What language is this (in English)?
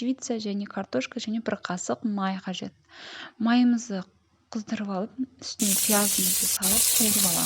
Kazakh